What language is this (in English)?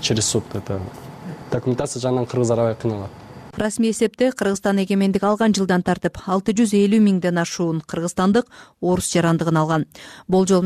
Kyrgyz